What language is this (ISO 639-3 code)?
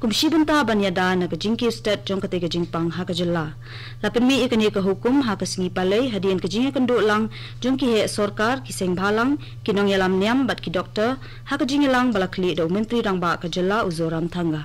kha